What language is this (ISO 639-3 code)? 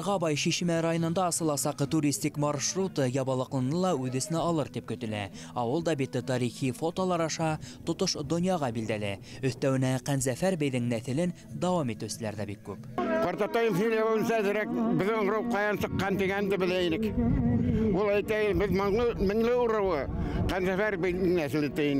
bak